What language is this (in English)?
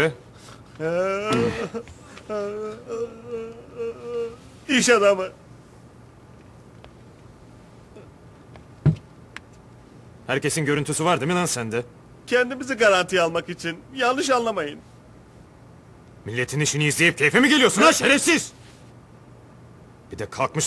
Turkish